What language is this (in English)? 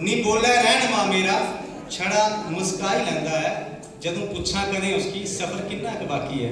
Dogri